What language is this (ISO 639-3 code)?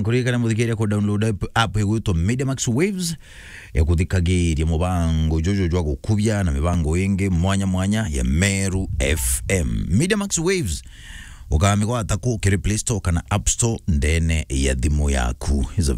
mer